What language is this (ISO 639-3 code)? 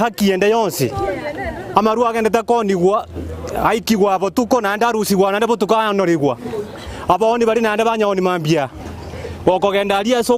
guz